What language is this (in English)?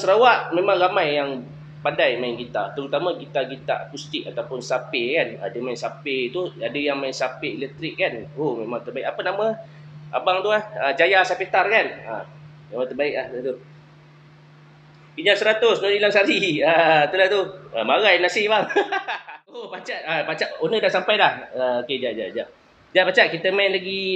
Malay